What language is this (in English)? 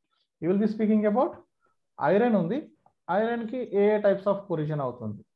Telugu